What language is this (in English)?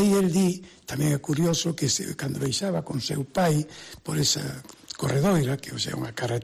Galician